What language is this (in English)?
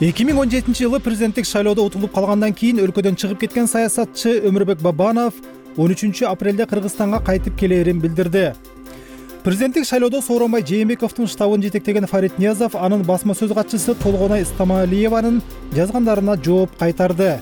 Kyrgyz